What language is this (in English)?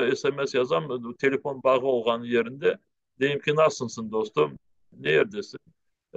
Crimean Tatar